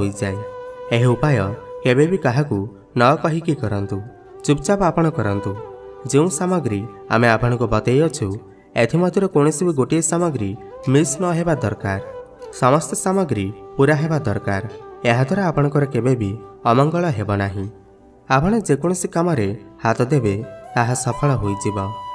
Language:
Odia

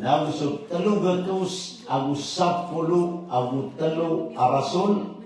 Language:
Maranao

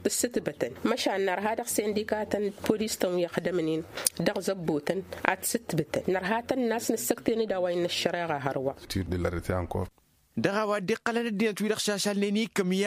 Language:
Tamasheq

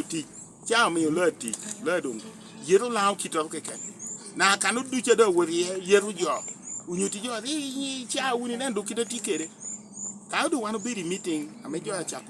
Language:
Lango (Uganda)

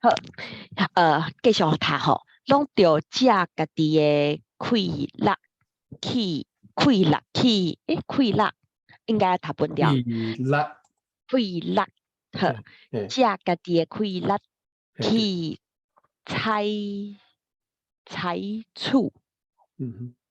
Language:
Min Nan Chinese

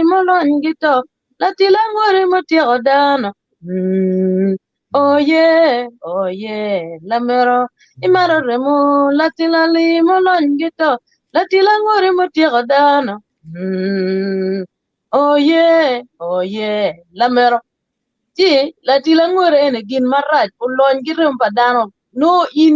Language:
Acoli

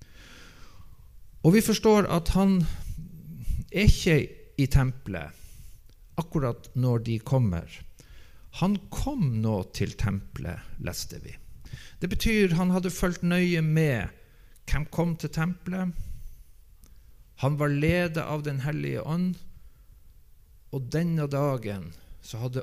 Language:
Norwegian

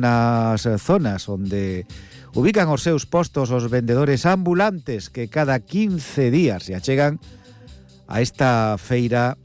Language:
Galician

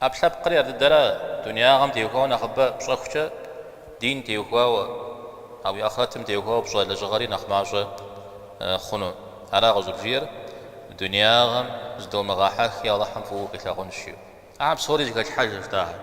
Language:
Kabardian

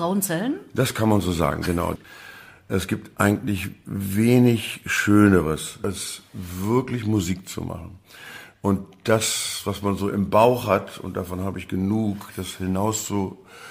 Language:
German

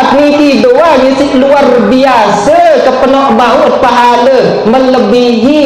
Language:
Sasak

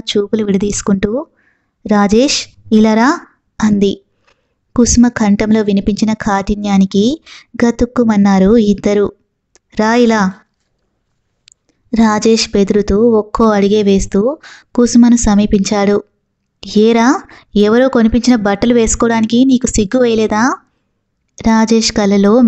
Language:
Telugu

